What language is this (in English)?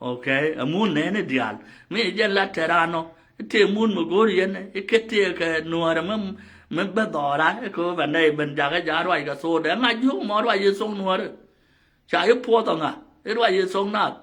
Nuer